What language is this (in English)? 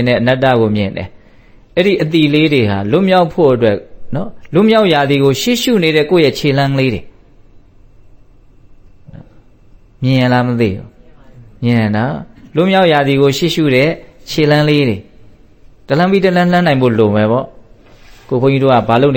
Burmese